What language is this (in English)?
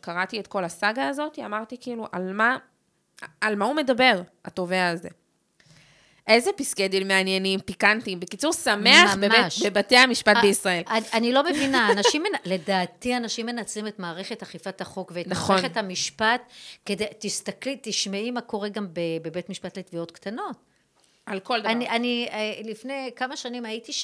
Hebrew